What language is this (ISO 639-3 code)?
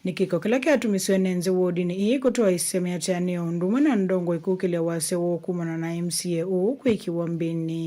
kam